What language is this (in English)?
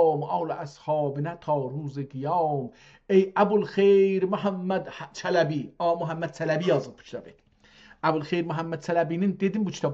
South Azerbaijani